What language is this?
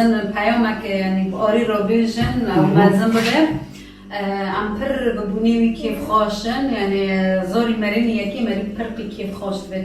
Kurdish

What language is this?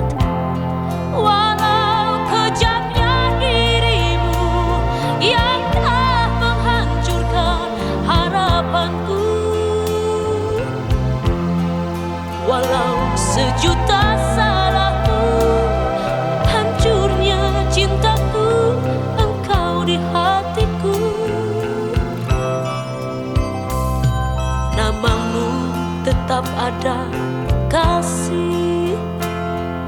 Indonesian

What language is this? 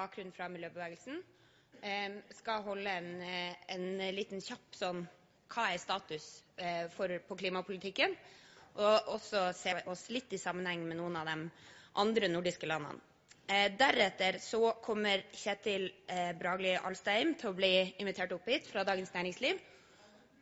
Norwegian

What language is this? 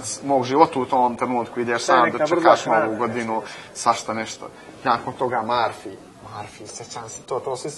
Serbian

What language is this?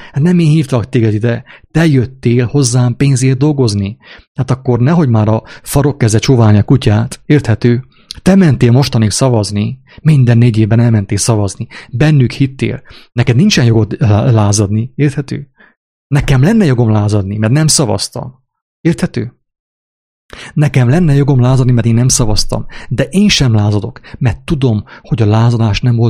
Hungarian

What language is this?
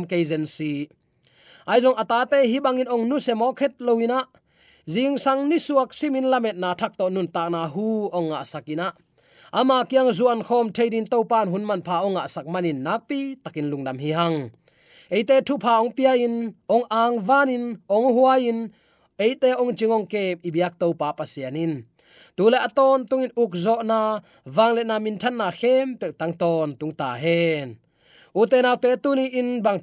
Tedim Chin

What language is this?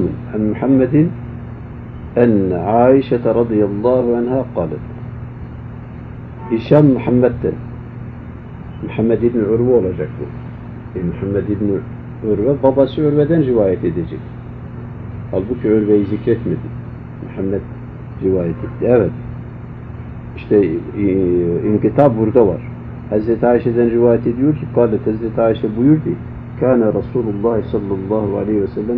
Turkish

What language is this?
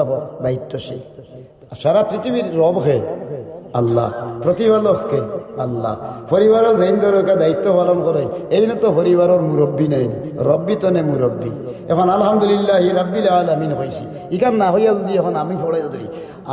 Sylheti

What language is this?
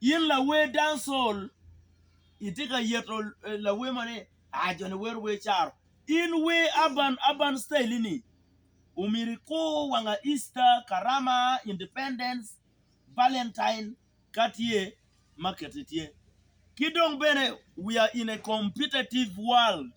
Acoli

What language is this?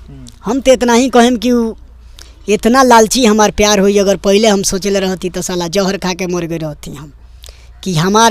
Bhojpuri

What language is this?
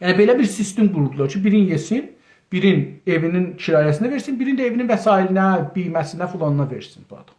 South Azerbaijani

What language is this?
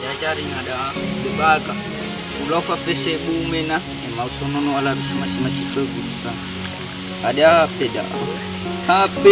Nias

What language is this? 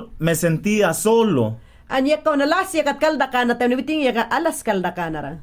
Mayangna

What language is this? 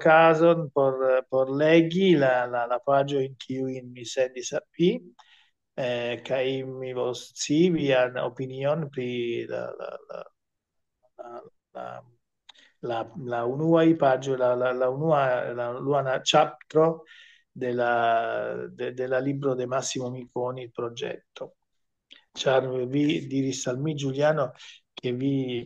Esperanto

